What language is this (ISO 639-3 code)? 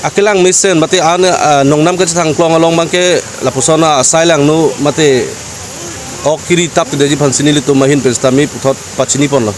mjw